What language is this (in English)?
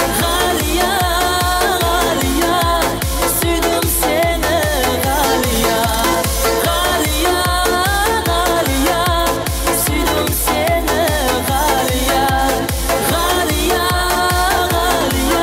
Kara-Kalpak